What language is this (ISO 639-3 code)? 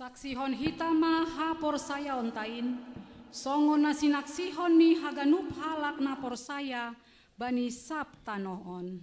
bts